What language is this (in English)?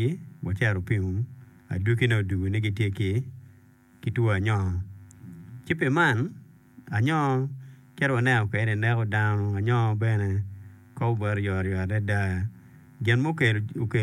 Acoli